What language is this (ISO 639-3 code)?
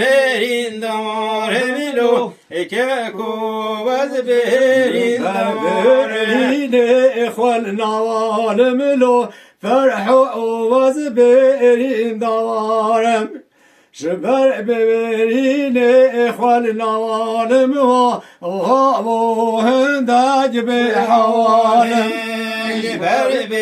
kur